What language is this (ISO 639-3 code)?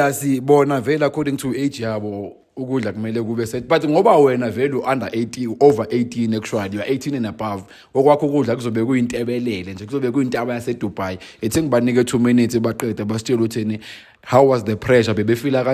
zul